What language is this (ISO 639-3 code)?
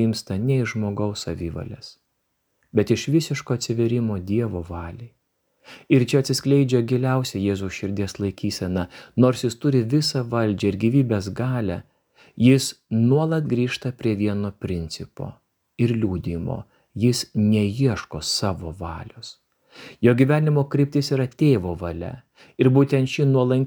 lit